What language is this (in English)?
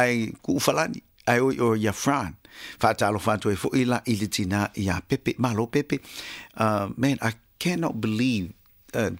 Samoan